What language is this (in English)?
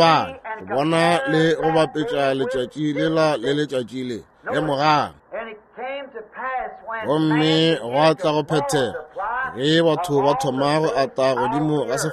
Northern Sotho